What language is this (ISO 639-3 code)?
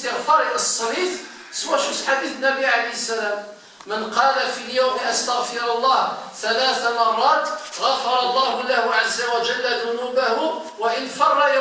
kab